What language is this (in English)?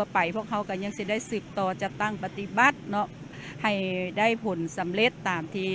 Lao